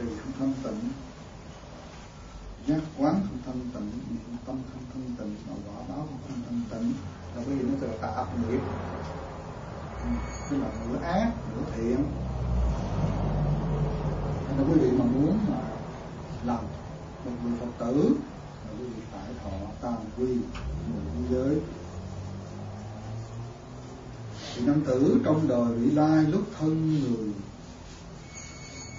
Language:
Vietnamese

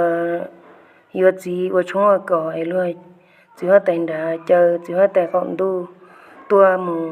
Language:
Hmong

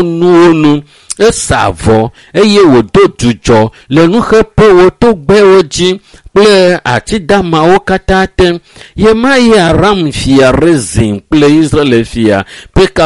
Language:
Ewe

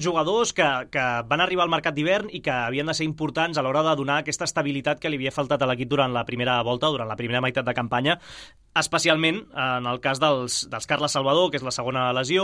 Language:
Catalan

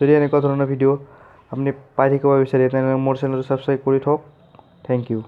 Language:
Assamese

